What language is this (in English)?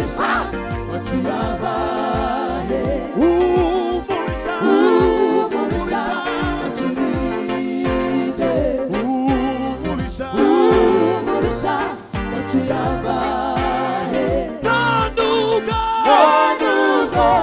Kinyarwanda